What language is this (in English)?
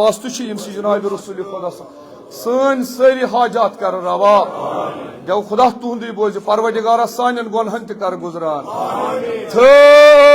Kashmiri